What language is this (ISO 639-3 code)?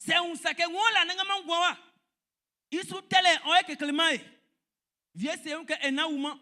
bci